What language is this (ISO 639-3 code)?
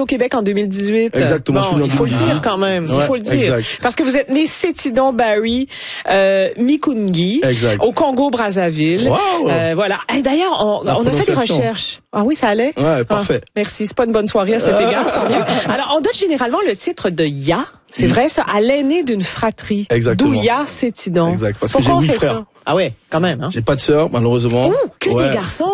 fra